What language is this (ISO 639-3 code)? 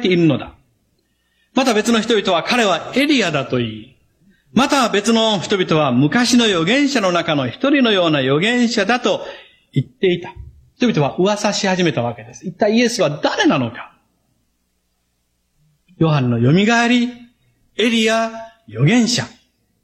jpn